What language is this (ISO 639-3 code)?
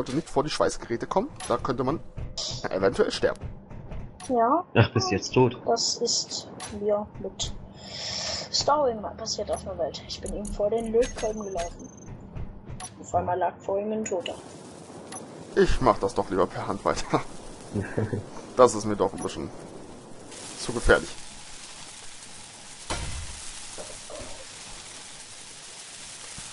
deu